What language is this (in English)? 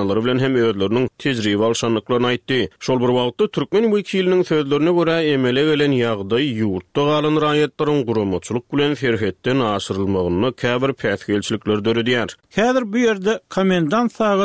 Turkmen